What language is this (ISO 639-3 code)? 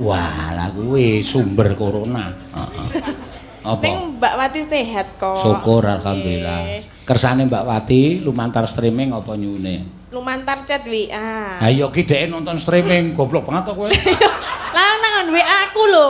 jav